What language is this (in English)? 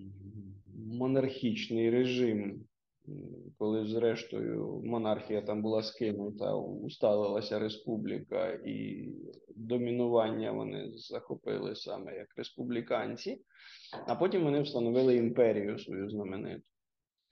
Ukrainian